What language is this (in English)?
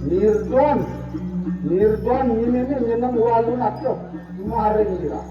Balinese